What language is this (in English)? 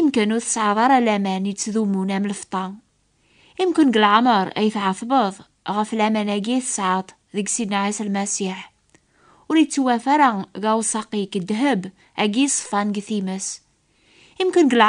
Kabyle